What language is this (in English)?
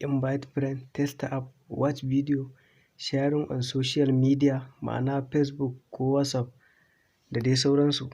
Hausa